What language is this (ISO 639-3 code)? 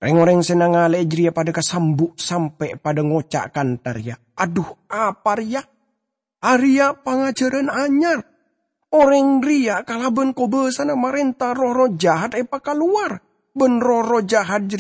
mad